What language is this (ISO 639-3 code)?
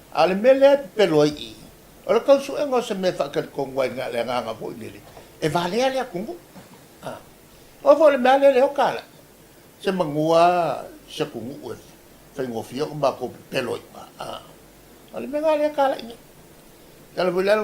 smo